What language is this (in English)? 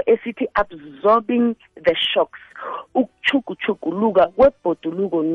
South Ndebele